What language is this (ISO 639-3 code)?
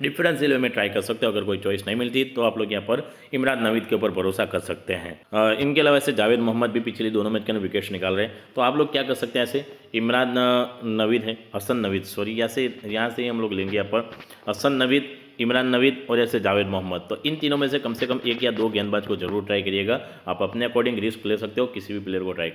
hin